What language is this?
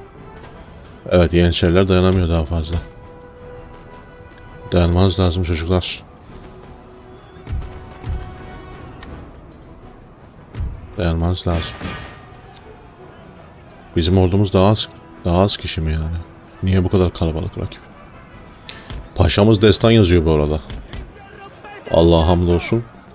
Turkish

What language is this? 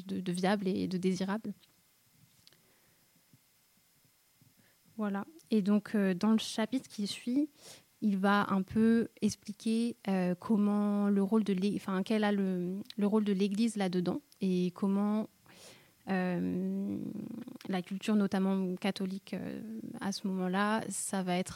French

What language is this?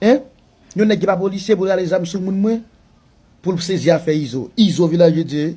Haitian Creole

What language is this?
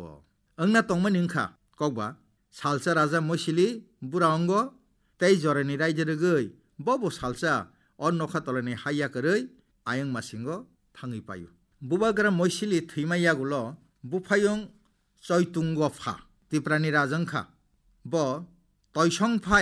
Kok Borok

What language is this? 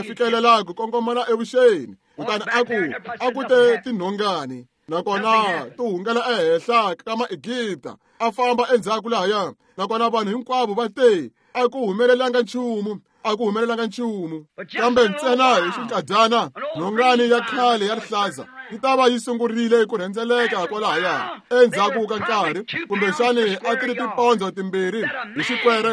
Tsonga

